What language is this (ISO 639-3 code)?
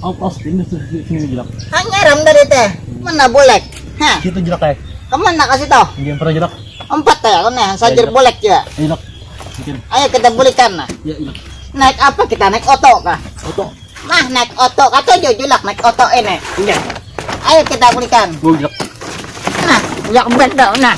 bjn